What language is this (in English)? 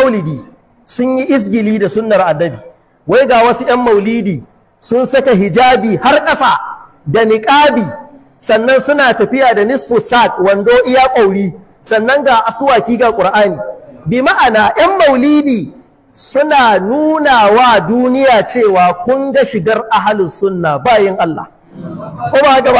Hausa